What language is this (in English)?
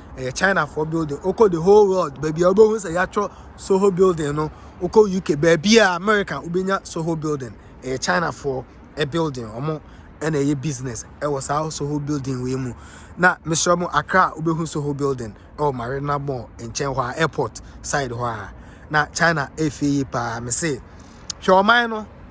Akan